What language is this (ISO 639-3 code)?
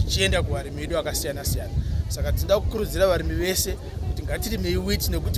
sna